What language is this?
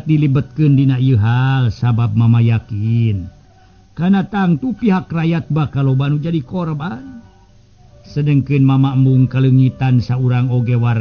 Sundanese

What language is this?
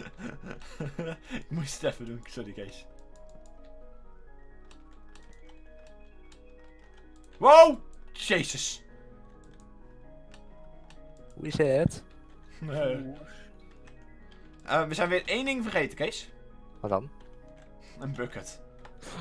Dutch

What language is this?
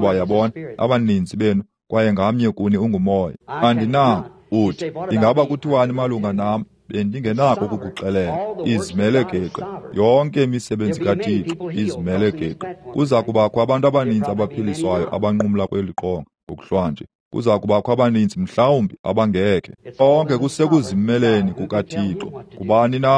Xhosa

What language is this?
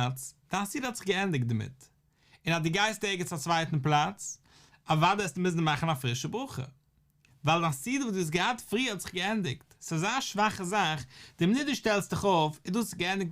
Yiddish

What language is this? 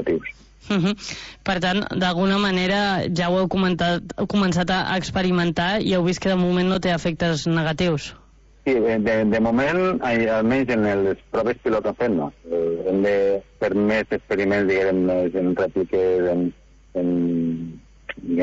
Catalan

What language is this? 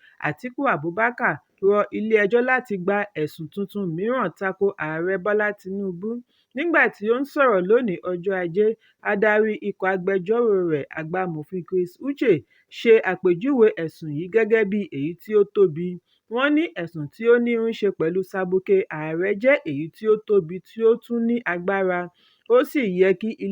Yoruba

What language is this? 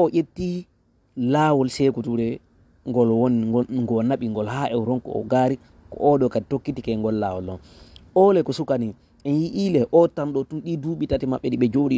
Fula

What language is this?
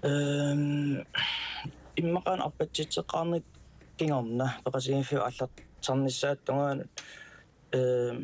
Kalaallisut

